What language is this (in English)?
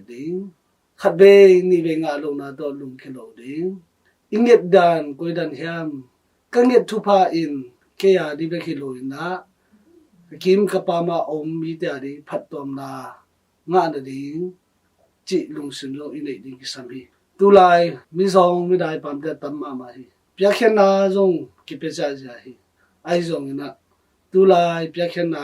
Tedim Chin